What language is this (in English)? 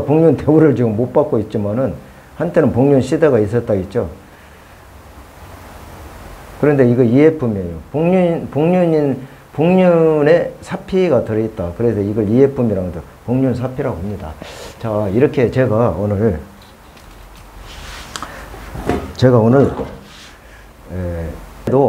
Korean